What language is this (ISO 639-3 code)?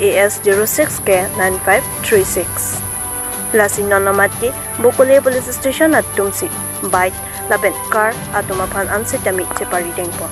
mjw